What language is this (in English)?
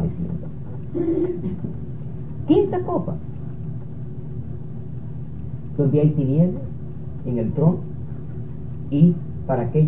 Spanish